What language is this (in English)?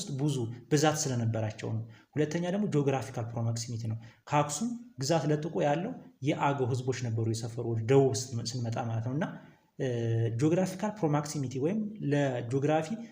Amharic